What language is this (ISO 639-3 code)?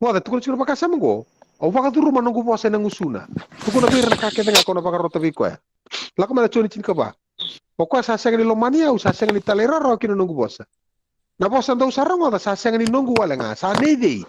fij